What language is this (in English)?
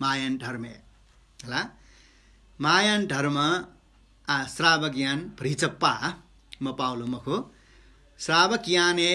Newari